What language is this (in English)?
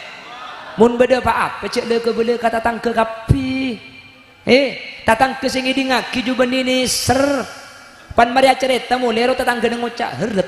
Madurese